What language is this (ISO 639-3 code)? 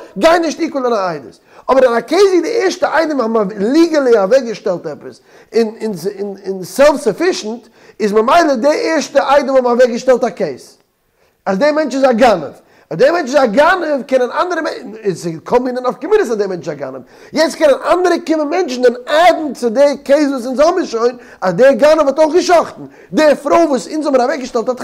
yid